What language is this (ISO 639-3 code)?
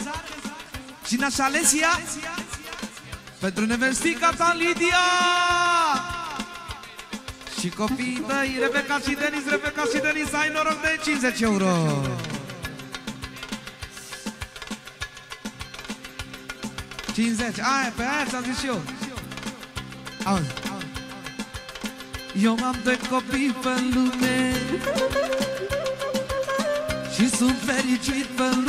ron